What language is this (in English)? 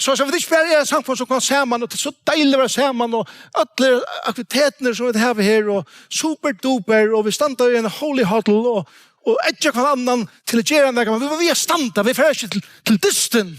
Faroese